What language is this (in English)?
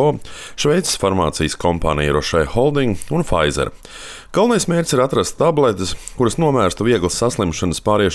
Latvian